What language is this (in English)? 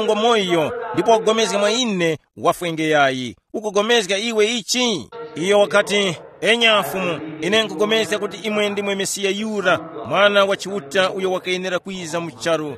Tumbuka